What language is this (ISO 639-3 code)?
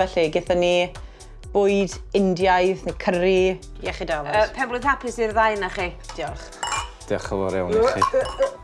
cym